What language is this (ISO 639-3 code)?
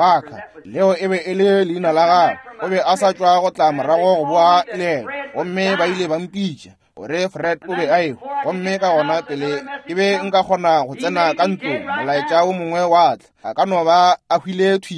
nso